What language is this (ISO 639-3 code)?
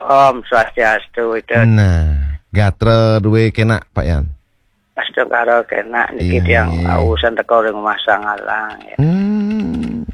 ban